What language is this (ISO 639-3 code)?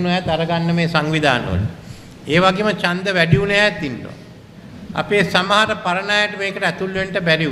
sin